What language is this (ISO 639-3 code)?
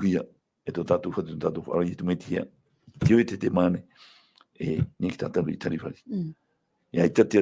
tah